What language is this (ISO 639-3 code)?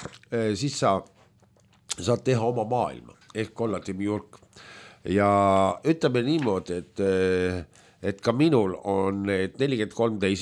est